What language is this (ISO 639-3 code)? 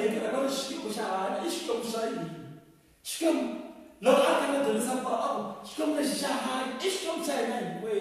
tso